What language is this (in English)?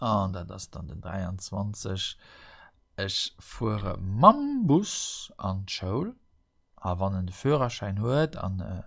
Luxembourgish